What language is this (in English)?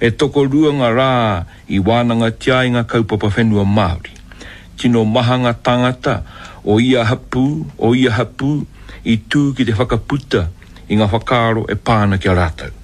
Māori